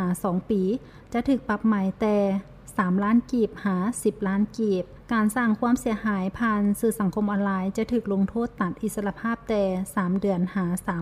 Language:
Lao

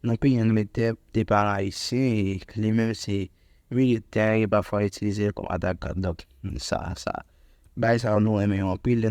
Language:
Haitian Creole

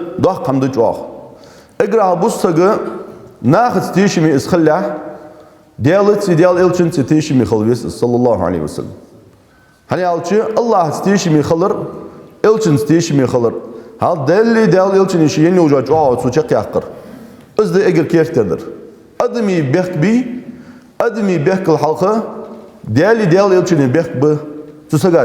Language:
Ingush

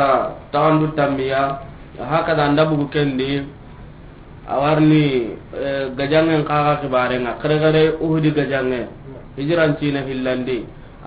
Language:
Soninke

